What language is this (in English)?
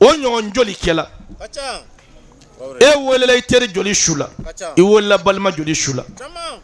Bambara